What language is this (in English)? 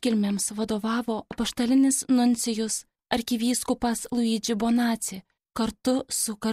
Lithuanian